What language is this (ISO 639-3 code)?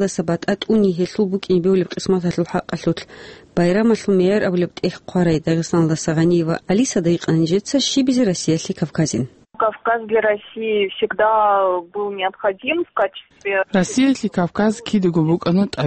ava